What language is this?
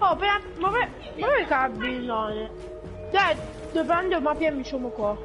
Morisyen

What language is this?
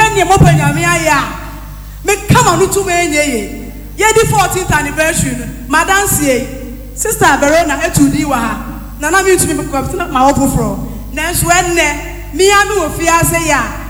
Akan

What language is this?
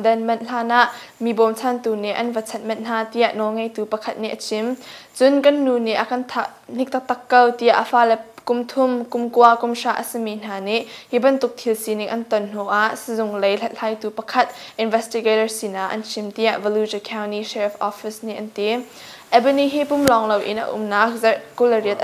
Hakha Chin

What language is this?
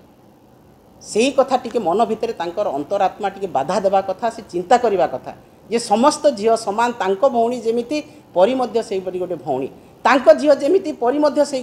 Odia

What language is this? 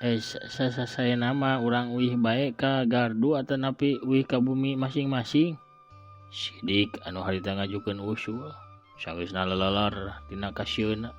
Sundanese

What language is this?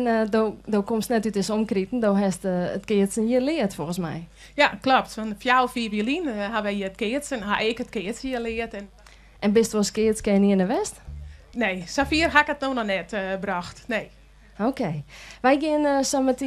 Western Frisian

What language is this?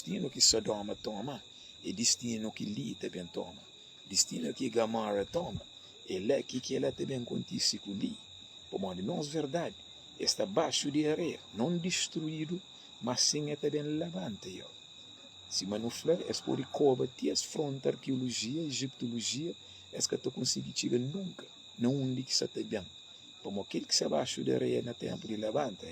Kabuverdianu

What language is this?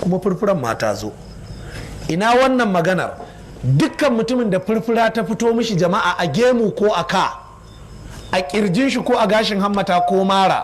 Hausa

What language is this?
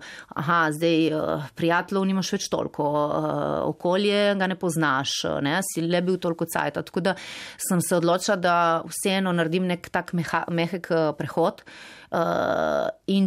Slovenian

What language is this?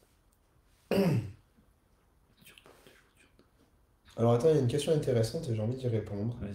French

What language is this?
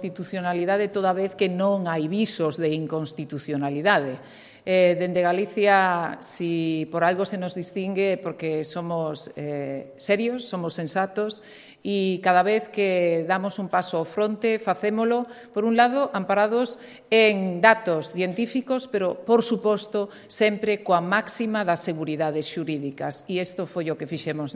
Galician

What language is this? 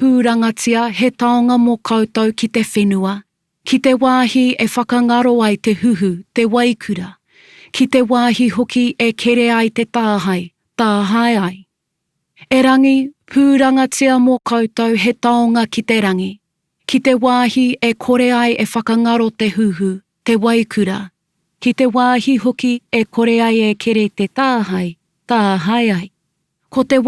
Māori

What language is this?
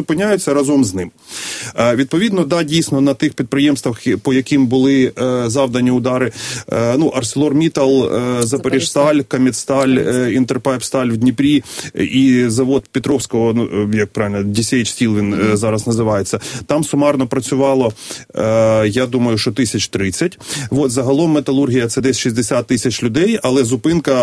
Ukrainian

